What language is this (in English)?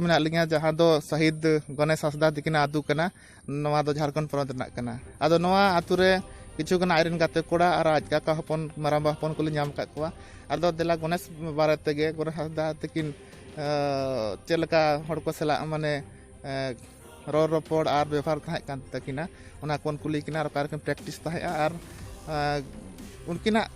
Santali